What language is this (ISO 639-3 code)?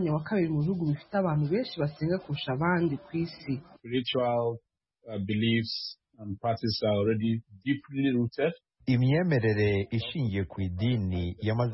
kin